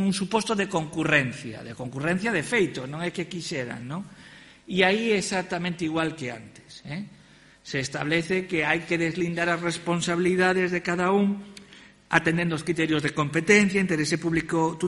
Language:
Galician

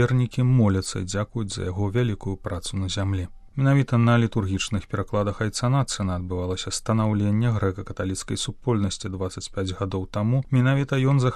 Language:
Belarusian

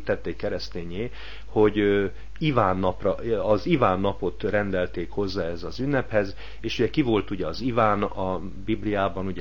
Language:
Hungarian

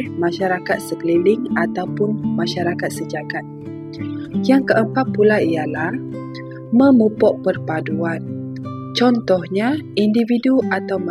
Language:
Malay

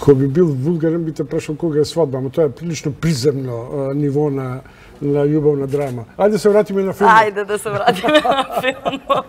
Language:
Macedonian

